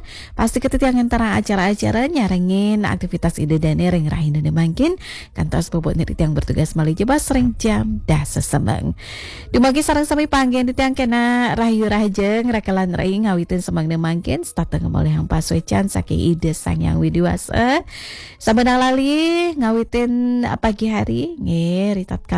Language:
Balinese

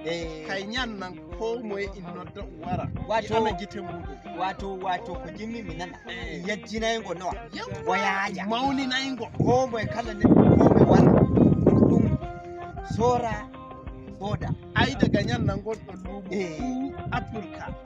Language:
Nigerian Fulfulde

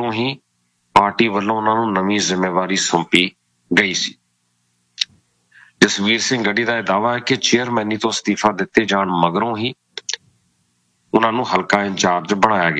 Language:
Punjabi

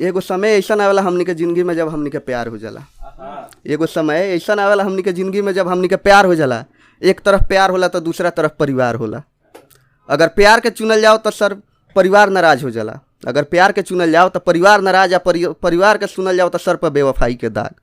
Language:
Bhojpuri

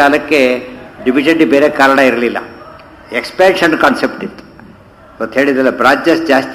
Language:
Kannada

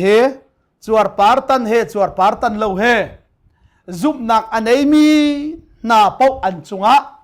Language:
Hakha Chin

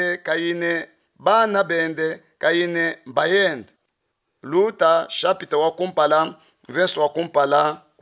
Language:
Luba-Lulua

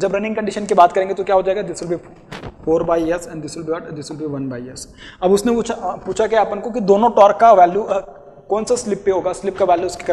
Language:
Hindi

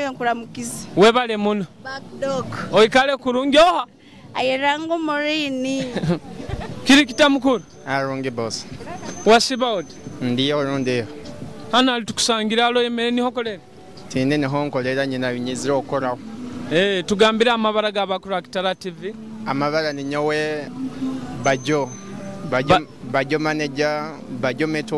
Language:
Nyoro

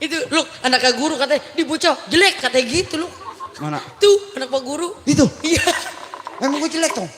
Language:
Betawi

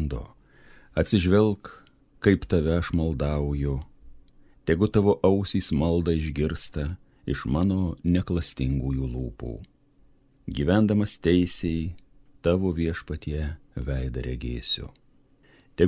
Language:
Lithuanian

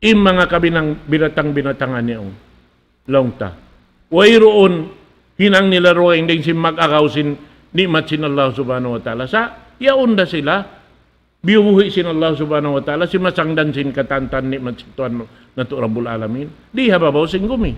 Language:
Tausug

